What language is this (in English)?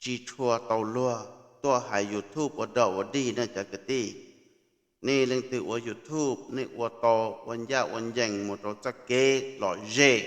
Hmong